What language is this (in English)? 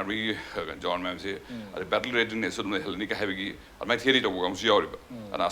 Manipuri